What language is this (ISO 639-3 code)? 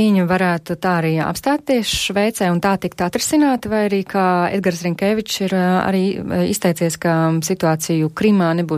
lav